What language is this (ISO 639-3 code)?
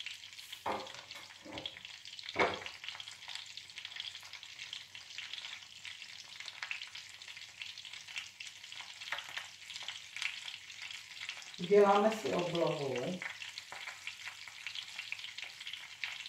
ces